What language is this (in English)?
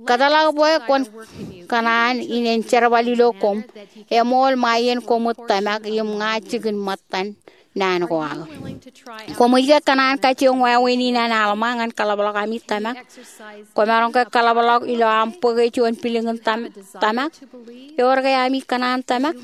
Marshallese